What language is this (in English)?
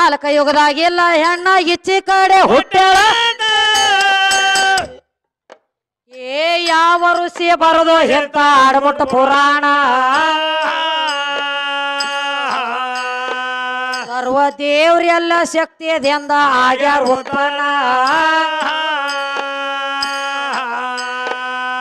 Kannada